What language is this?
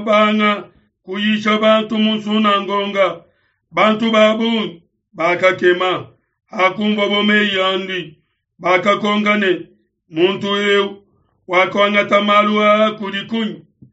Luba-Lulua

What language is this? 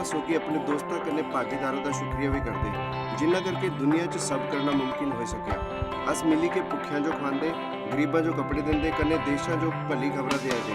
Dogri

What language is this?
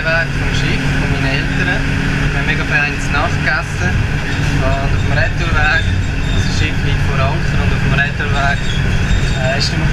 Swiss German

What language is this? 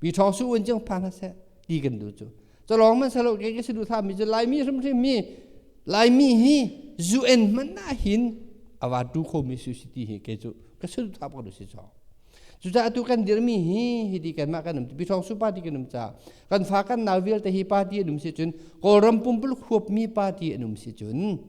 Hakha Chin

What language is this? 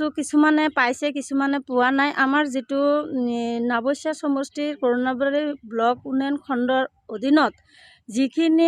Assamese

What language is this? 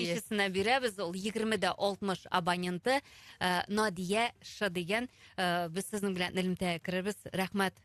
Tatar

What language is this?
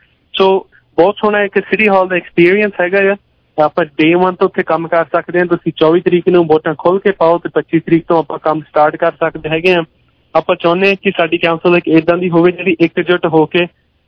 Punjabi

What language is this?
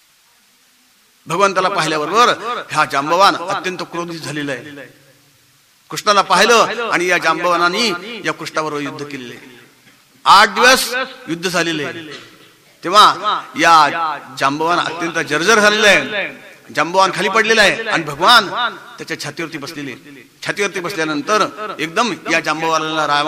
Marathi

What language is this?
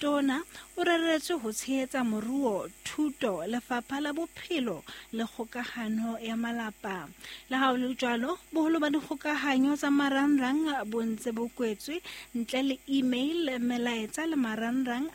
Southern Sotho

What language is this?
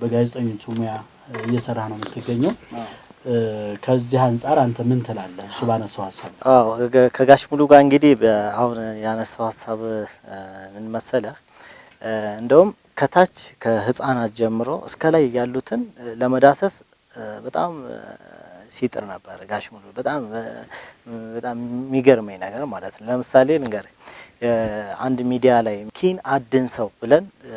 Amharic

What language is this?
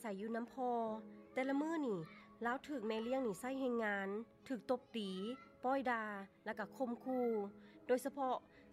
Lao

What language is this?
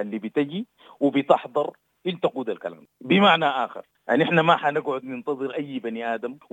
Sudanese Arabic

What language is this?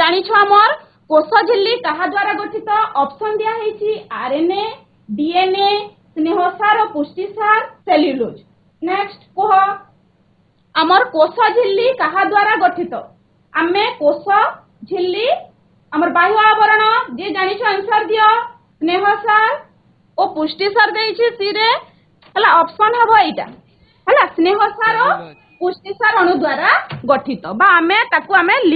Odia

